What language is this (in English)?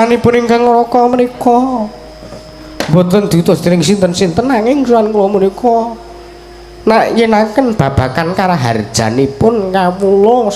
Javanese